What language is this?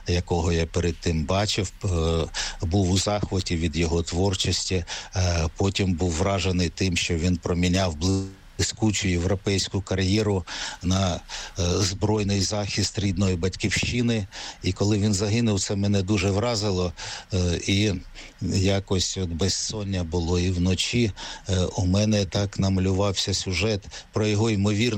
Ukrainian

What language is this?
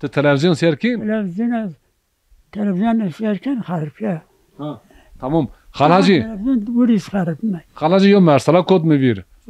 Zaza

